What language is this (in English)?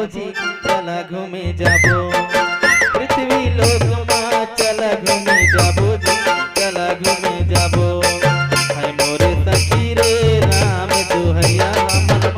Chhattisgarhi